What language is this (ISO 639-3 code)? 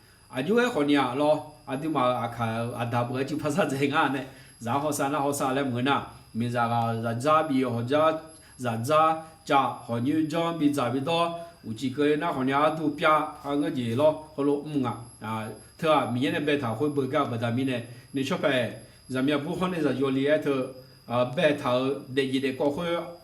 ahk